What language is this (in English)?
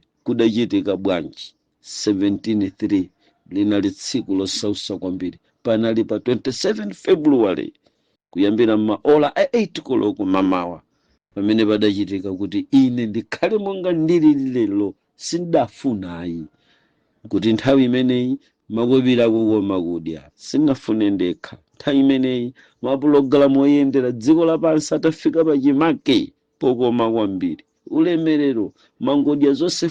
Nyanja